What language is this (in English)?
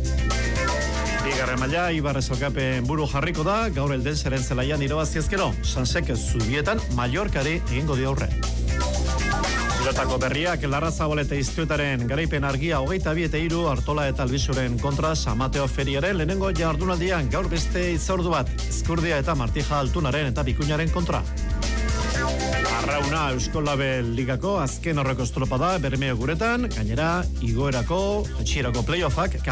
Basque